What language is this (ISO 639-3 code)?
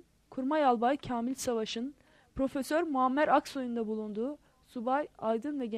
tur